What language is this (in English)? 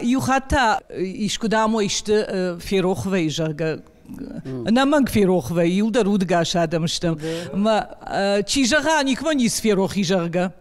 Ossetic